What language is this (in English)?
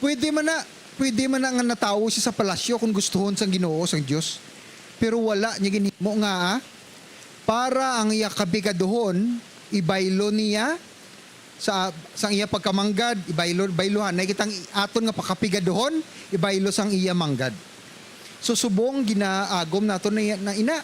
Hiligaynon